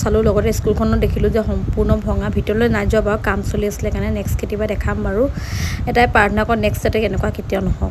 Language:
Assamese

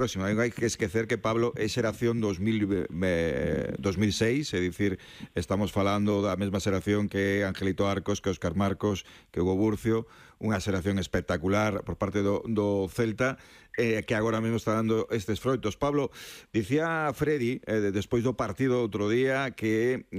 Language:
Galician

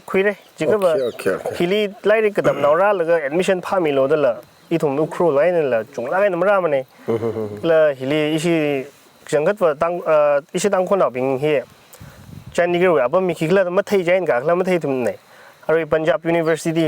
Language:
Tangkhul Naga (India)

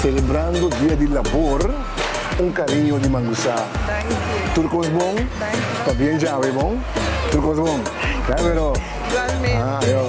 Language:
Papiamento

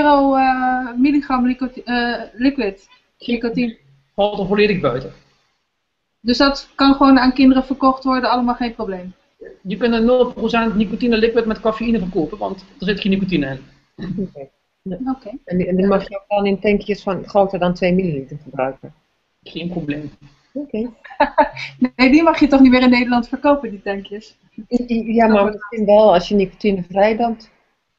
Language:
Dutch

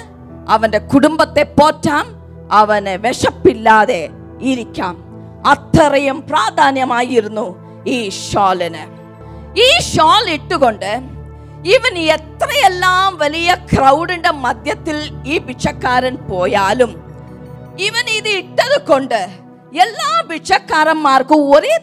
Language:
Malayalam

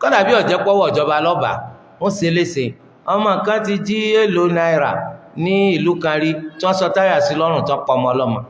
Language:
Yoruba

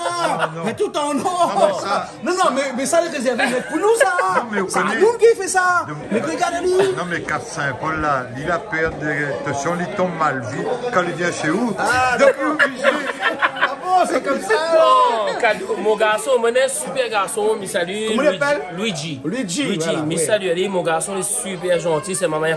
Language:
Réunion Creole French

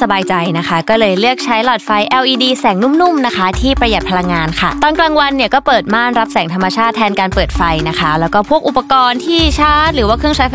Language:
Thai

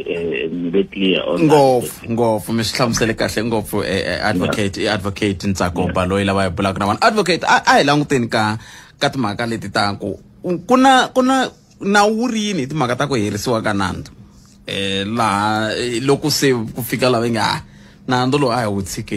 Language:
Tsonga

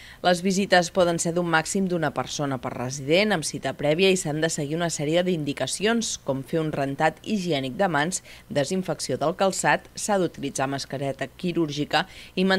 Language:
Catalan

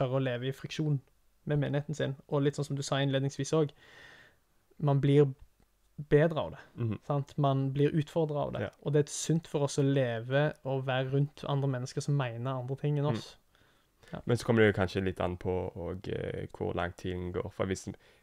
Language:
Norwegian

